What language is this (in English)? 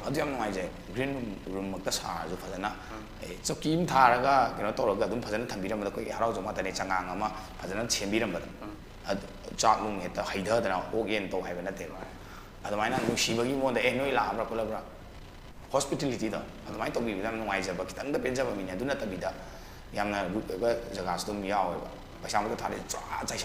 Manipuri